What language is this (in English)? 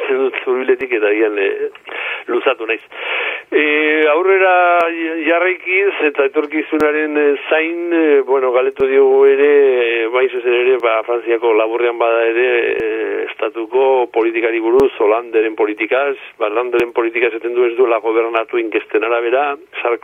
Basque